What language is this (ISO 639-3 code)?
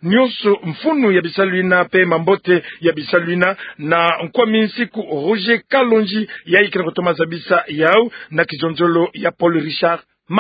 ktu